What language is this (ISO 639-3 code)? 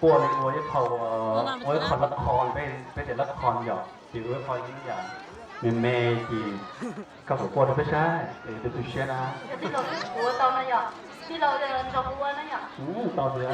hmn